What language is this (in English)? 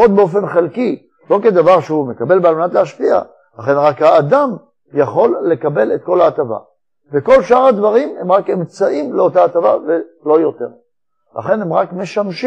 Hebrew